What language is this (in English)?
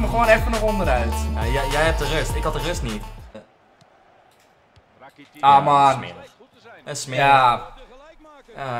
Dutch